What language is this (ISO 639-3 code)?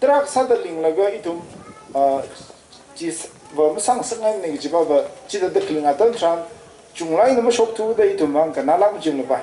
nmf